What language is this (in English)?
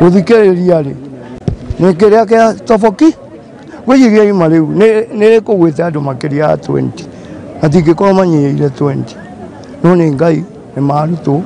Kikuyu